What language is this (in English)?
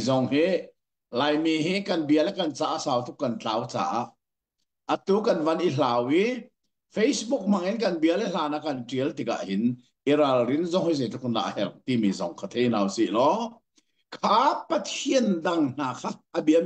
Hakha Chin